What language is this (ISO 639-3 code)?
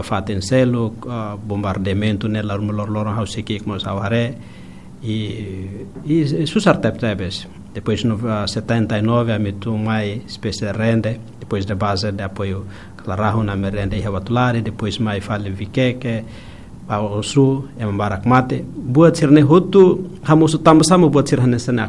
tet